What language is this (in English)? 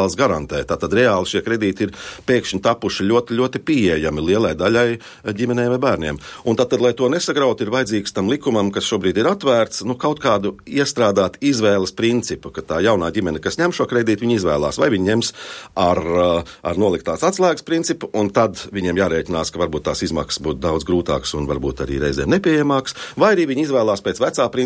Latvian